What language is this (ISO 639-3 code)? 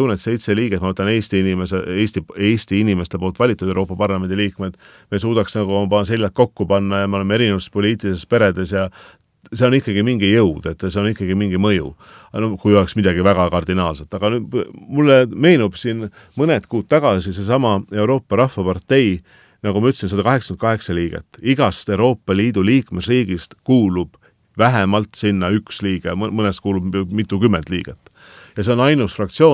est